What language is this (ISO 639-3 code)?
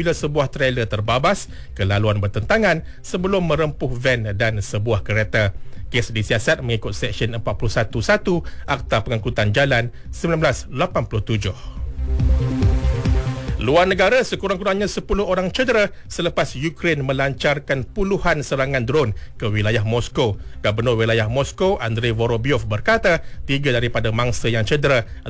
msa